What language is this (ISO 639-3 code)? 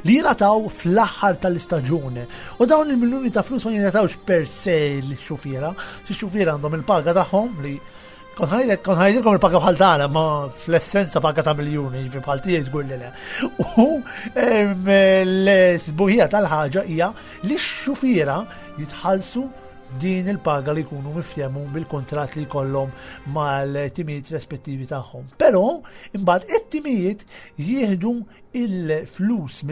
mlt